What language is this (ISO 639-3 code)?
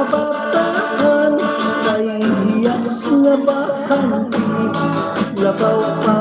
hil